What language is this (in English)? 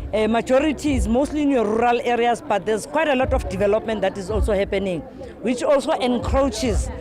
Tswana